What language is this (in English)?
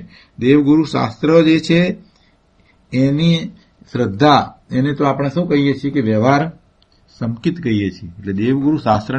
Gujarati